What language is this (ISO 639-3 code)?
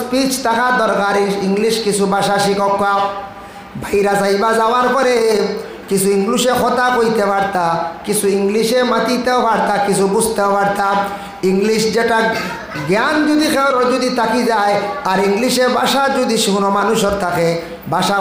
syl